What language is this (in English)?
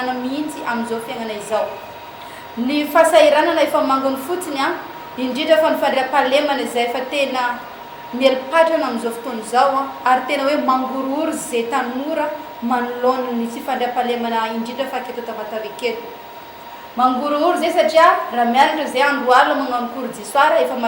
Malagasy